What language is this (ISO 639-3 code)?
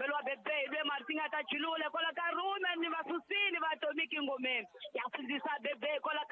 tso